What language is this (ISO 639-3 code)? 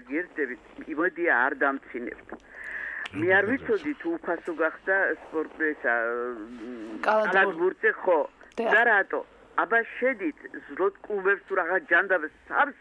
kat